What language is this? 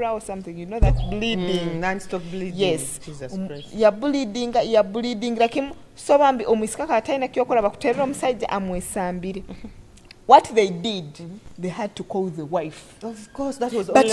Nyoro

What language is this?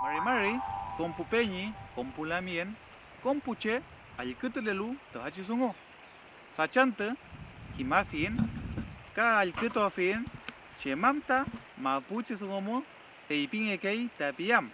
Mapuche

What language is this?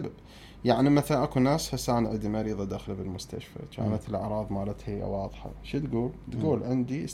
Mesopotamian Arabic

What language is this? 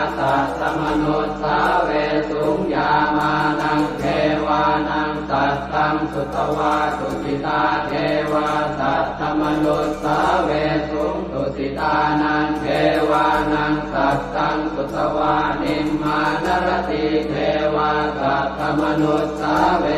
Pali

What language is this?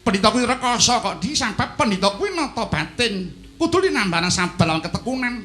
Javanese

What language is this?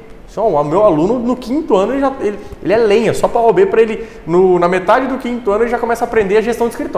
Portuguese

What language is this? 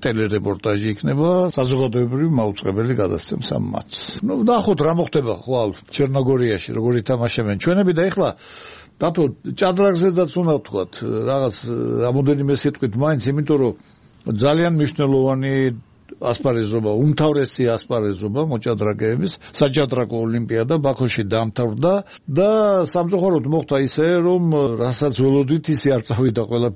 Georgian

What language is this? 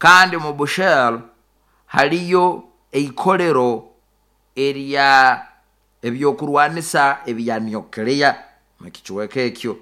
Nyoro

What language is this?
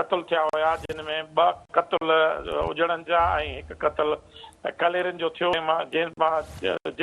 Sindhi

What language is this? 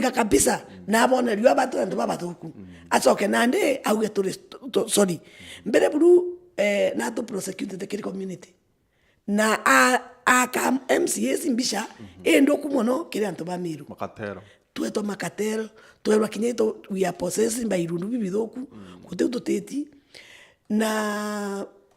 Meru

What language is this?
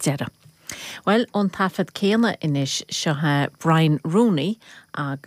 Irish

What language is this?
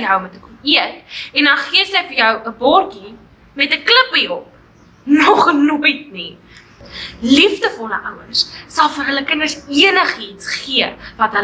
Afrikaans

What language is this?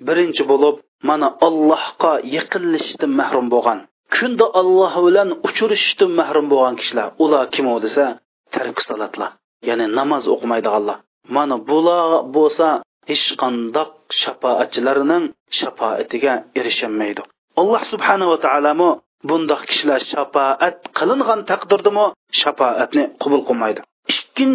Uyghur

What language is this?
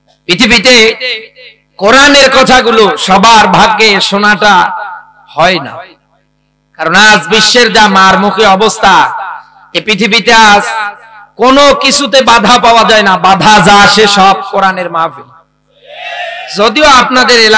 Bangla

